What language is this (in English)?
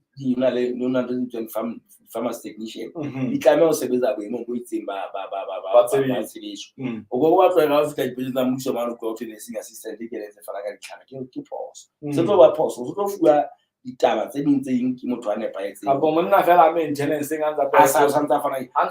Southern Sotho